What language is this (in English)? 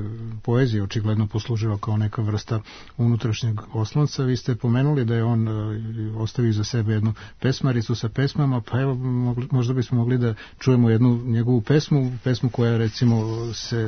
Serbian